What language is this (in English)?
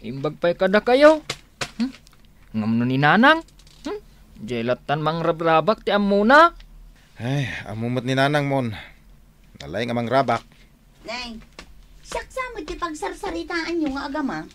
Iloko